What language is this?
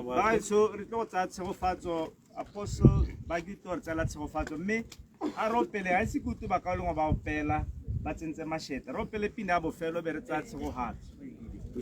Tswana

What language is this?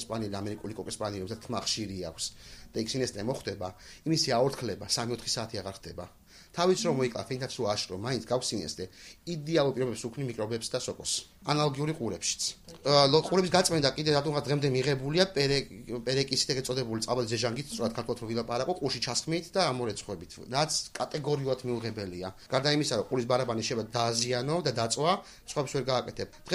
Georgian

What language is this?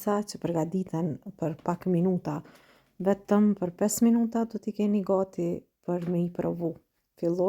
Albanian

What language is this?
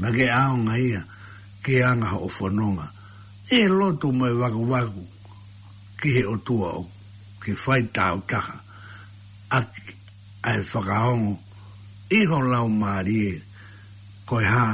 Tongan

